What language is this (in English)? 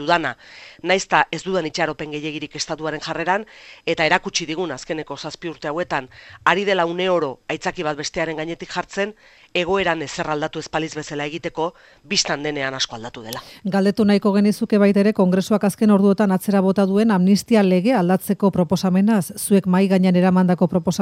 Basque